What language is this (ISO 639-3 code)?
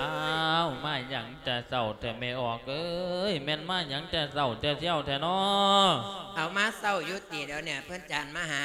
lao